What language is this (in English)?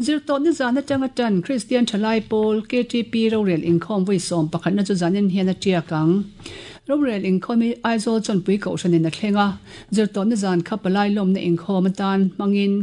Mizo